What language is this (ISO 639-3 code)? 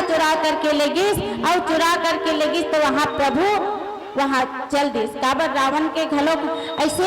hne